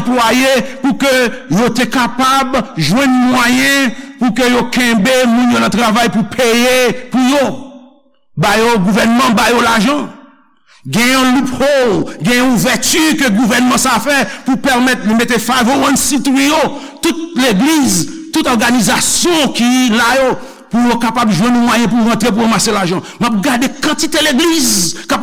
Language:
Haitian Creole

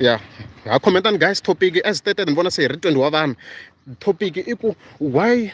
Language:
Tsonga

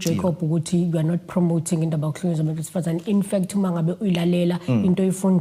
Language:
Zulu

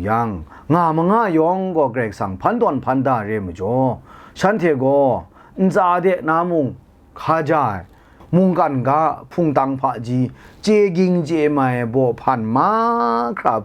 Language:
Kachin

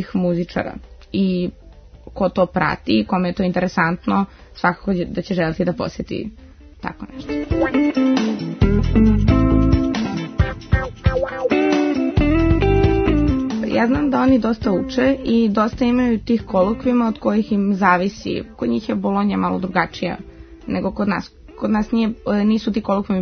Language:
Serbian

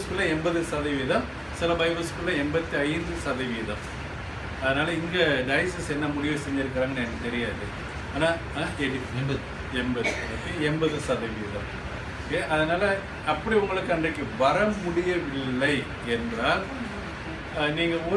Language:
Tamil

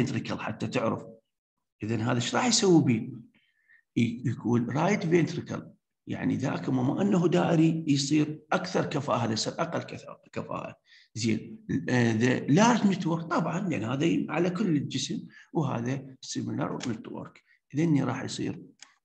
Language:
Mesopotamian Arabic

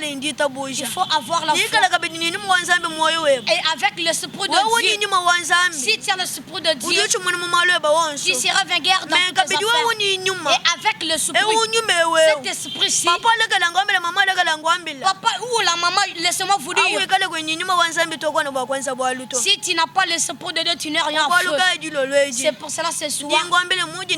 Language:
Luba-Lulua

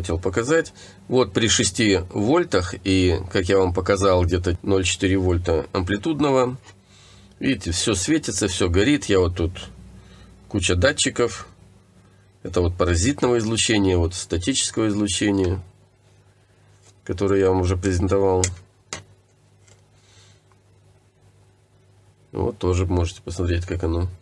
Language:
Russian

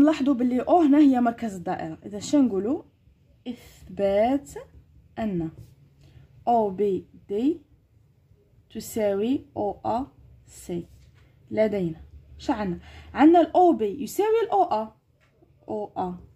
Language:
Algerian Arabic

